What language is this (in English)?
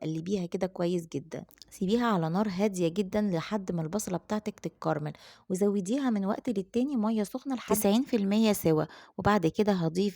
Egyptian Arabic